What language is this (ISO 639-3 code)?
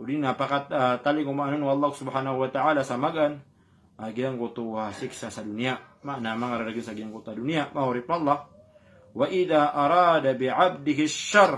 mrw